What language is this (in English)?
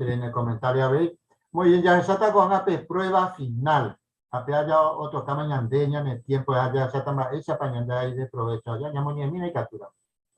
Guarani